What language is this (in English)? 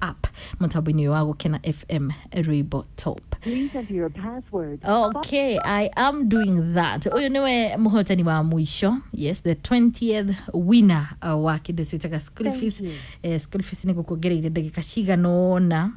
Kikuyu